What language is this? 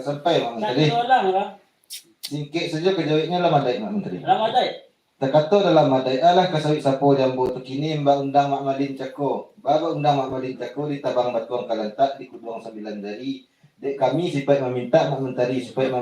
Minangkabau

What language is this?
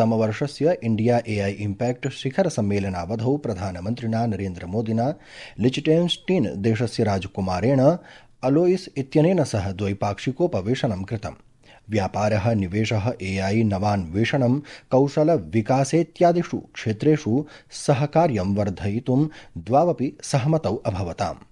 Sanskrit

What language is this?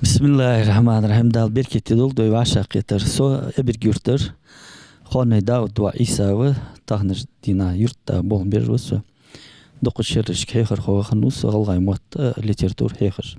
Ingush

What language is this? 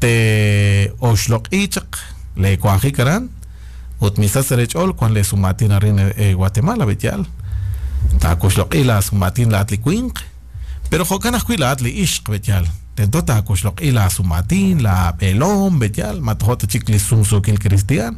Kekchí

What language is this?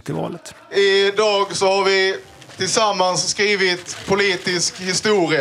Swedish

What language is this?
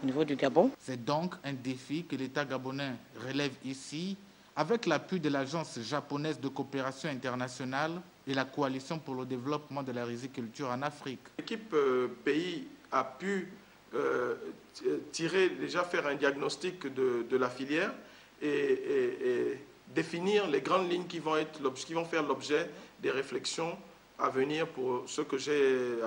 French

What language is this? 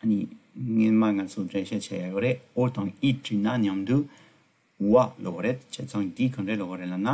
Tibetan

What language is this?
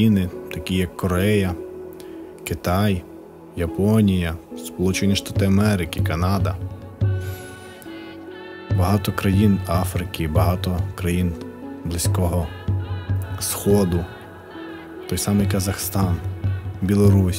Ukrainian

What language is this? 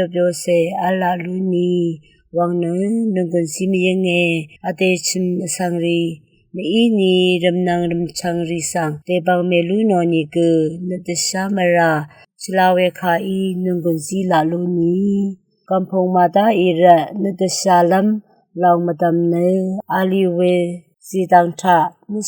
Rawang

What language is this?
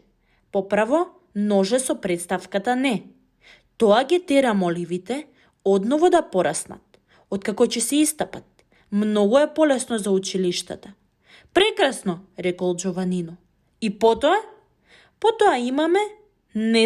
Macedonian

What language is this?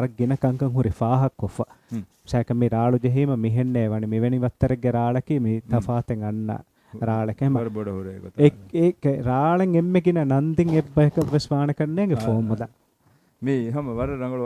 Divehi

